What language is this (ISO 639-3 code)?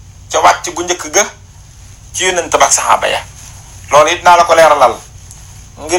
wol